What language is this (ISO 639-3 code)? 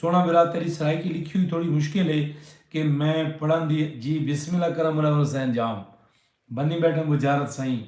skr